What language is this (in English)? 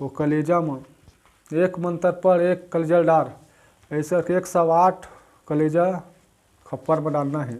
Chhattisgarhi